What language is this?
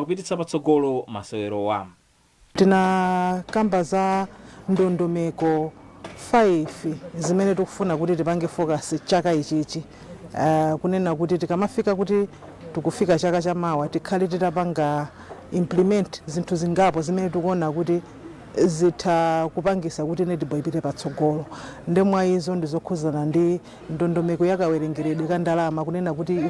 Nyanja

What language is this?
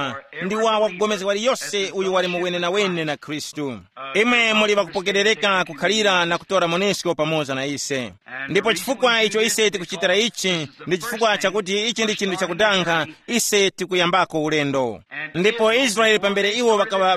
Tumbuka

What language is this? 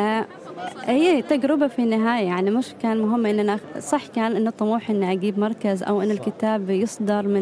Gulf Arabic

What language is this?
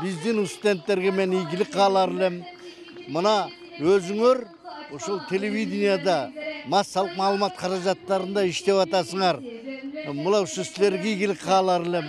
Kyrgyz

